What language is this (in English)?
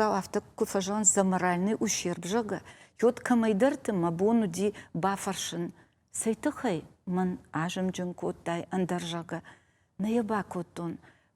Ossetic